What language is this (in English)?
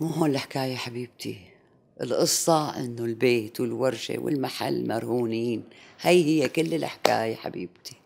North Levantine Arabic